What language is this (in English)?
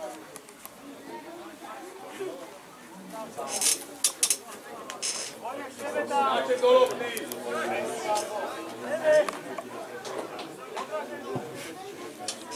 Slovak